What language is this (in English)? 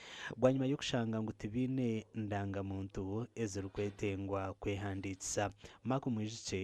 Nyankole